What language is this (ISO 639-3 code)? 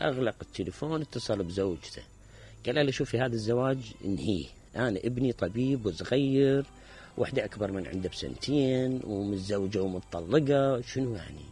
acm